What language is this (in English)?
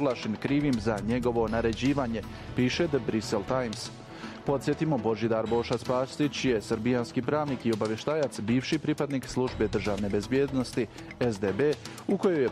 Bosnian